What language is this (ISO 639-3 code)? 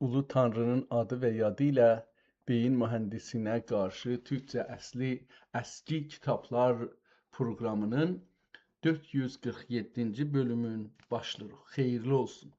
azb